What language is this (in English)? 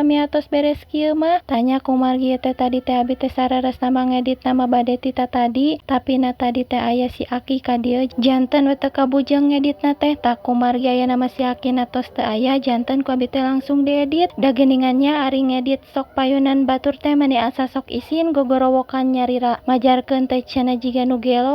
Sundanese